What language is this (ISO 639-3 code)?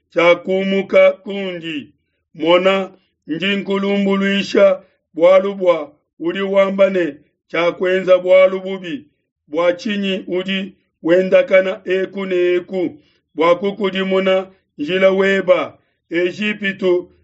lua